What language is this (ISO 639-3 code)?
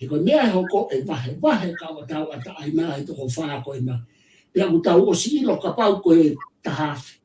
ton